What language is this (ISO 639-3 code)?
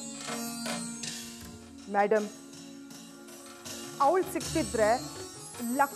kan